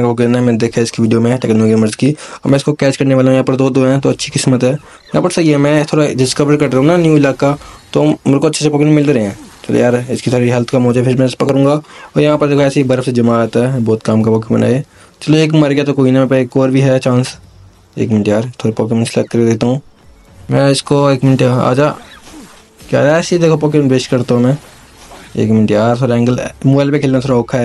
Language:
Hindi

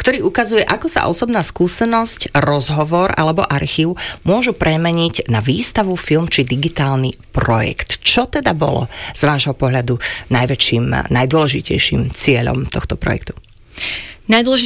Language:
Slovak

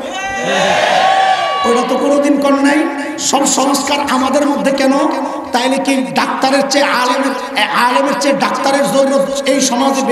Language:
Bangla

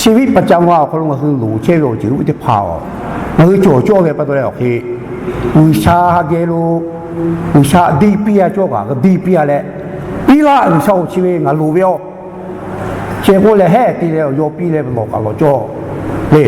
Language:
Lahu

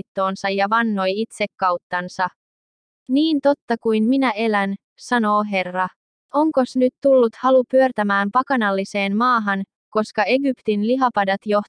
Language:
Finnish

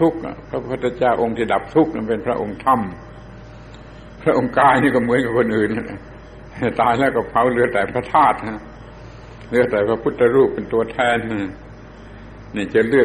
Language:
Thai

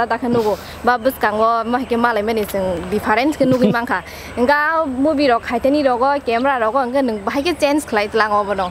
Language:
Kok Borok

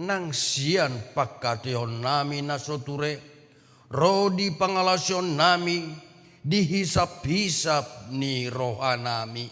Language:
Batak Toba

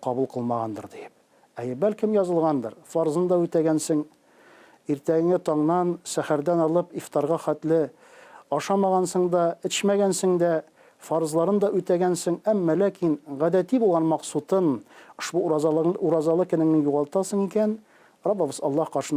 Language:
Tatar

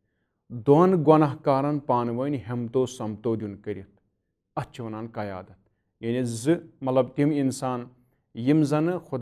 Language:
Kashmiri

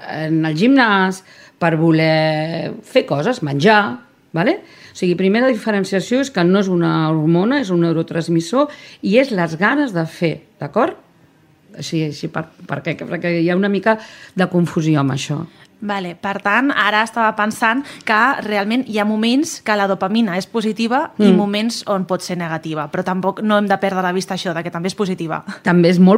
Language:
Catalan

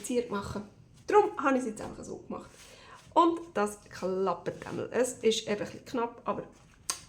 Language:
Swiss German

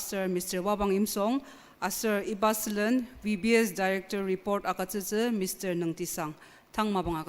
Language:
Ao Naga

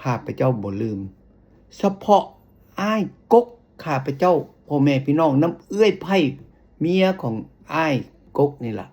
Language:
Lao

